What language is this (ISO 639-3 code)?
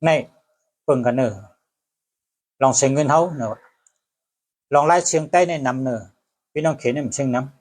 shn